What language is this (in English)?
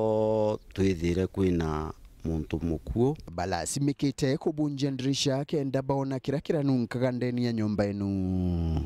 Meru